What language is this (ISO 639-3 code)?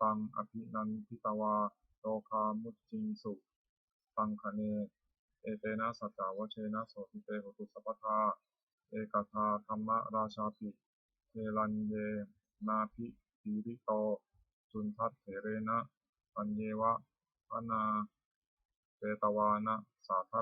pli